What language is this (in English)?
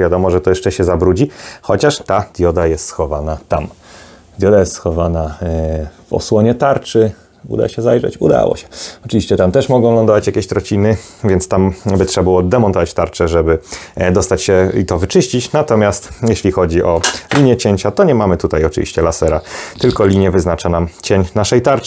Polish